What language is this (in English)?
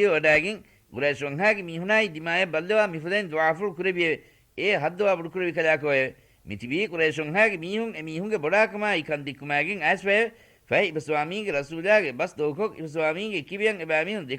Divehi